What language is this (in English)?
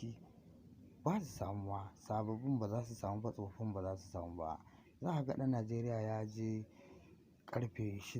Hausa